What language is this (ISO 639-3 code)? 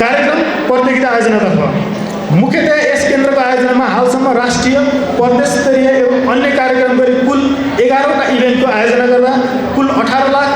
nep